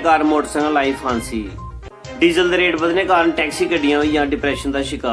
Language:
Dogri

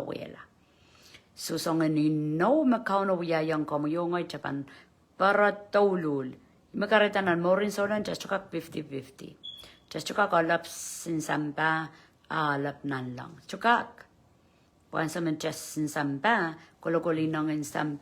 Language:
Pohnpeian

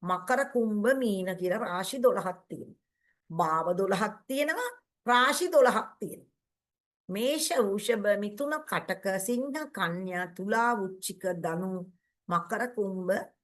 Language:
Sinhala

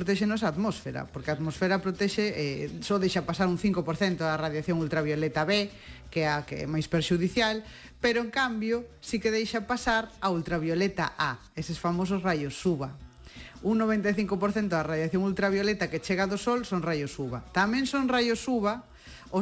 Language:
Galician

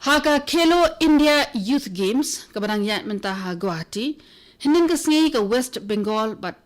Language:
Khasi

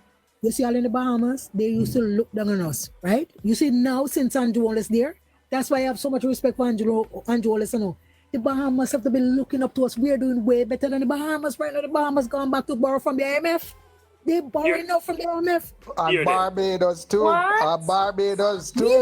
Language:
Jamaican Creole English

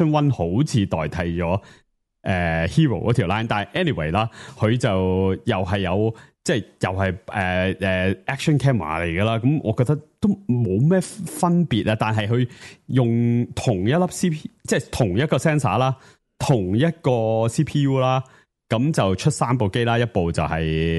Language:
Cantonese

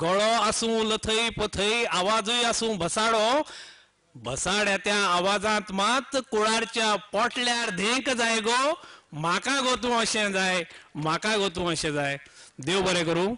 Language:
Konkani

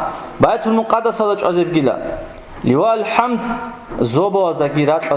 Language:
Avaric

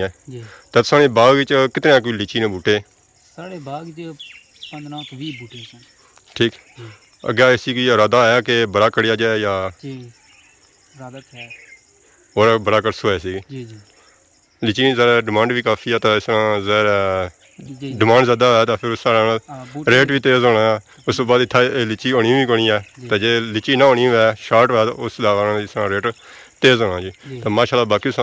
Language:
Pahari-Potwari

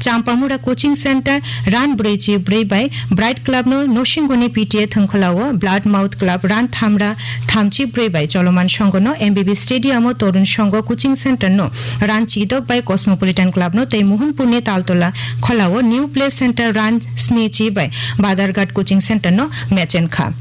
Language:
Kok Borok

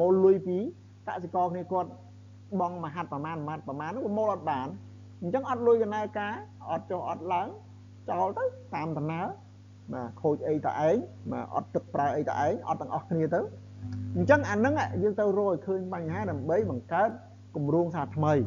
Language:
Khmer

